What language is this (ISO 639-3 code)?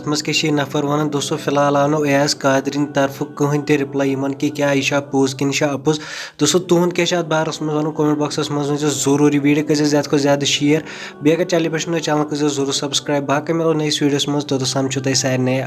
kas